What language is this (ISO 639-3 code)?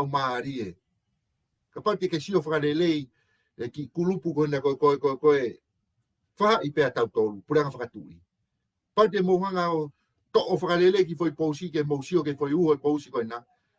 ton